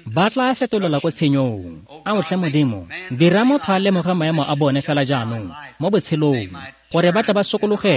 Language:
Tswana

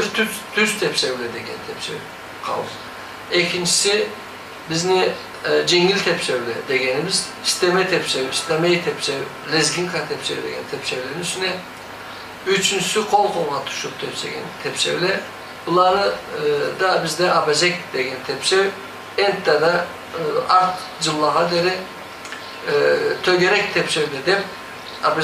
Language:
Karachay-Balkar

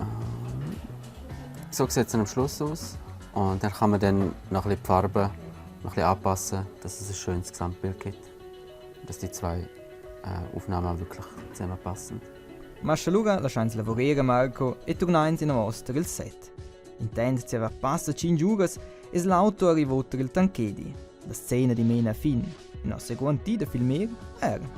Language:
Romansh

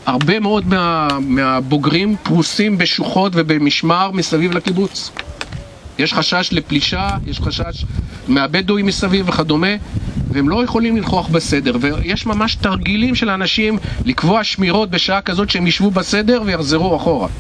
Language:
Hebrew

